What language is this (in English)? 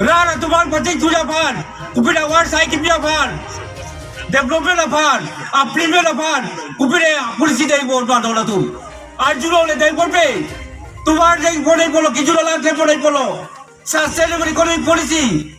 Karbi